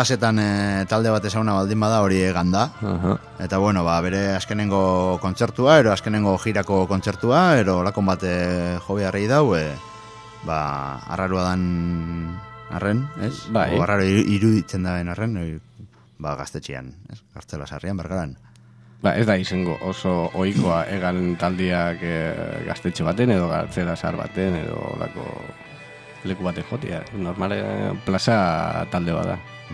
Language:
Basque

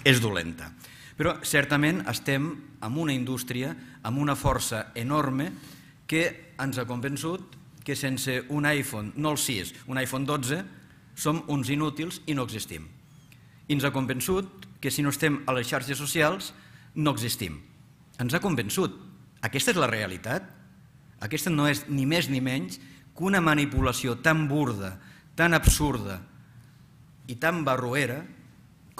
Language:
Catalan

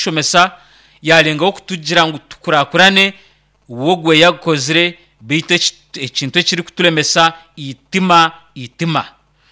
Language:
Nyankole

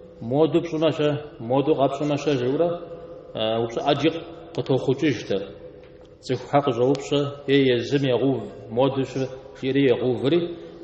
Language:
Kabardian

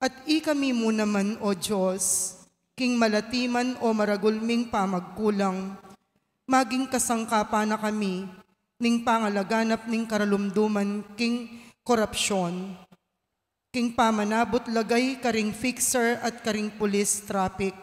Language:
Pampanga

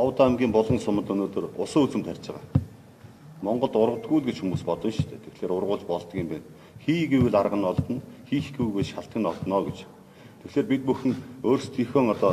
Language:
Mongolian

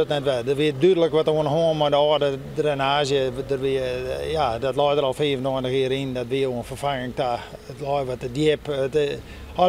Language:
Western Frisian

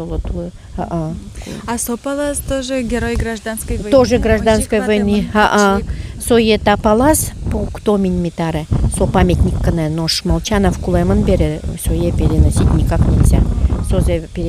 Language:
Udmurt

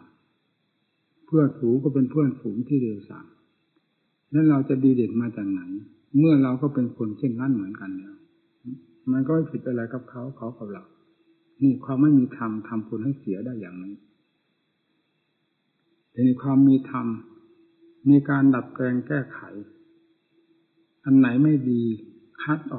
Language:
Thai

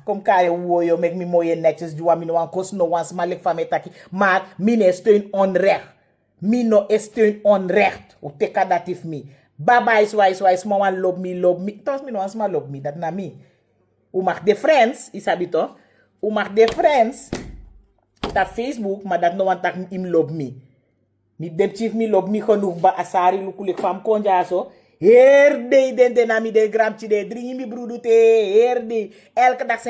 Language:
Sranan Tongo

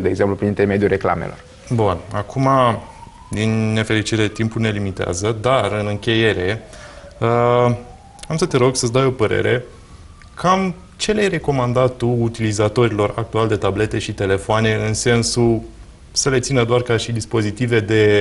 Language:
Romanian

